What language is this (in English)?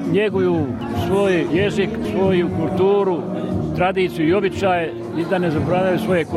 Bosnian